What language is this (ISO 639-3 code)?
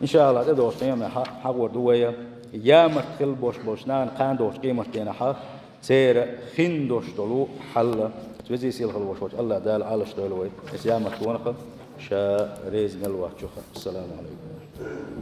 che